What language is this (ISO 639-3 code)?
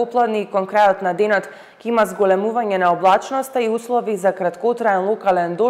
mkd